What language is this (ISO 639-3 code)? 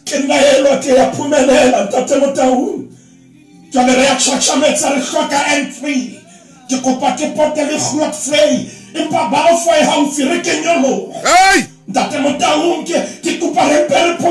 sot